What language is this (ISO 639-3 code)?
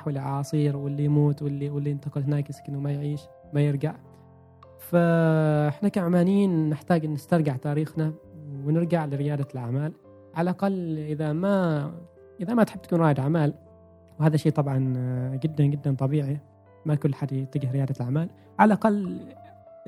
afb